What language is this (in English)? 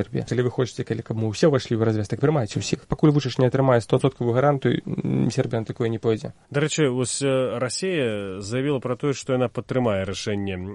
Belarusian